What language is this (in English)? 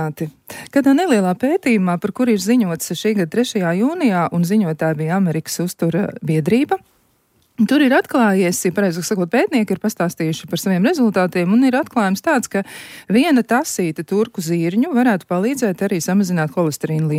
Latvian